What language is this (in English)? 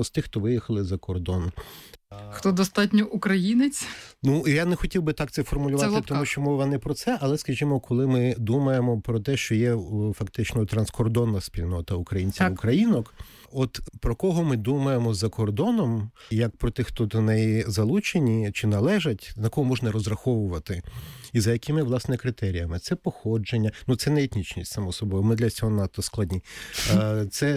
Ukrainian